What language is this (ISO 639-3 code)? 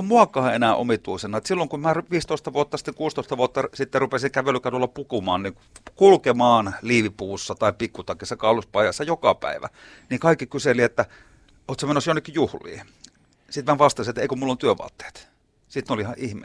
fin